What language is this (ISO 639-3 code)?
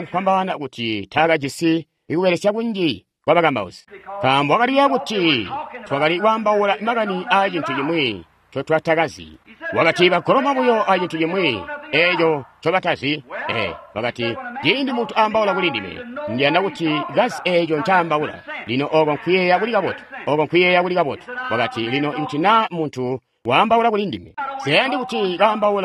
toi